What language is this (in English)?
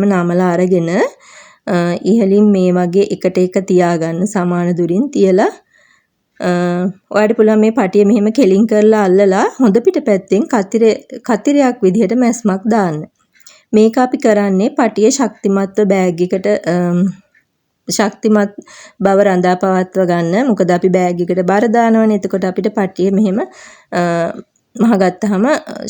Sinhala